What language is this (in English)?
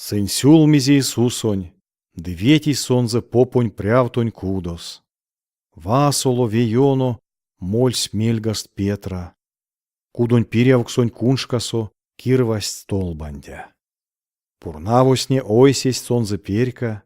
Erzya